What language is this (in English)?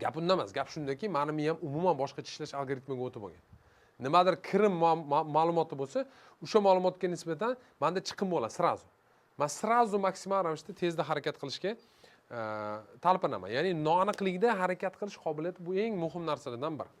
Uzbek